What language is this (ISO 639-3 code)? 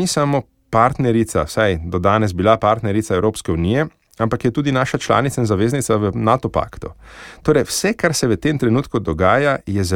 slv